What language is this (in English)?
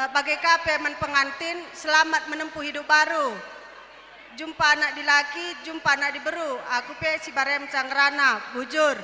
Batak Karo